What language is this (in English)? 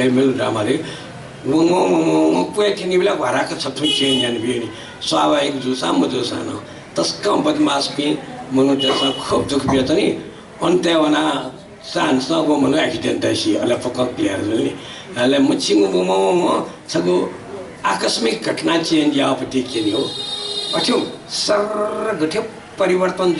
Newari